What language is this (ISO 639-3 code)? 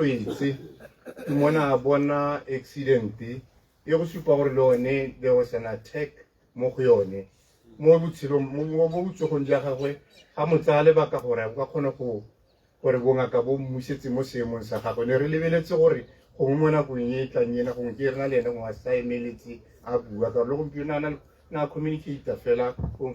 tsn